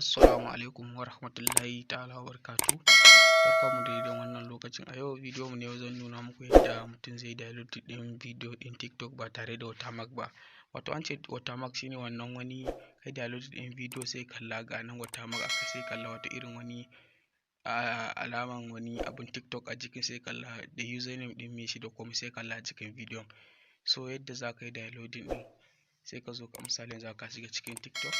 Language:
Hausa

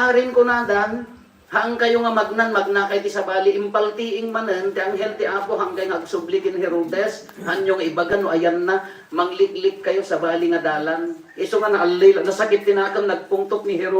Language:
Iloko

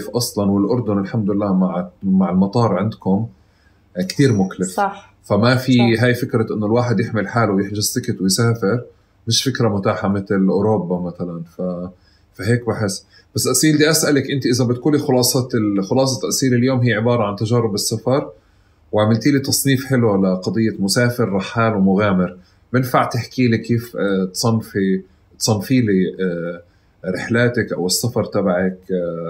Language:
North Levantine Arabic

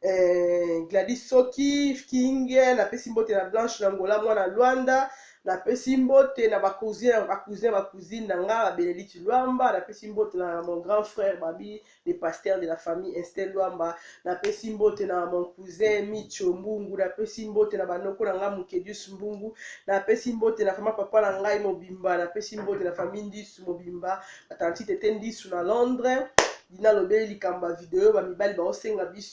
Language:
Lingala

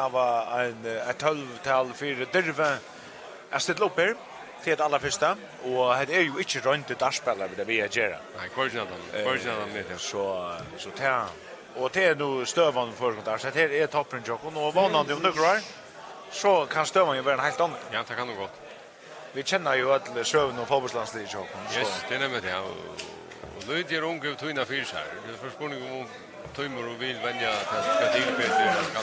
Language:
Faroese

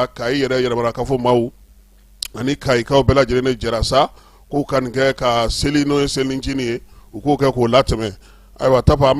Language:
Bambara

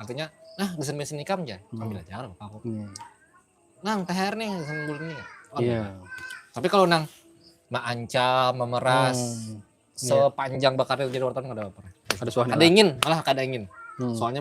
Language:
Banjar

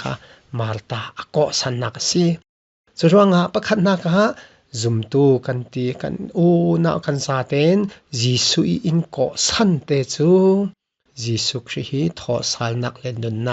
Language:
Falam Chin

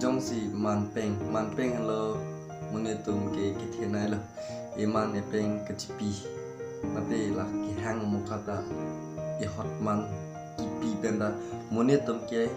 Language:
Karbi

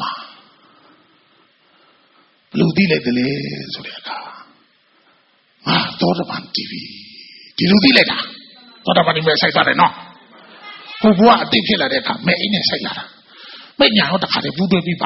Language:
Burmese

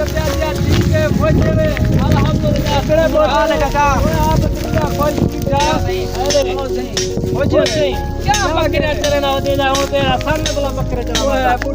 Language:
Saraiki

